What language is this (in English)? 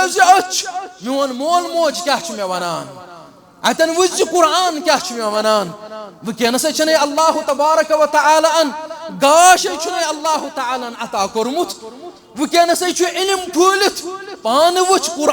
Kashmiri